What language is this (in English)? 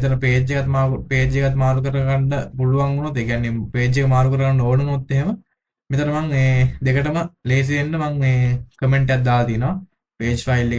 Sinhala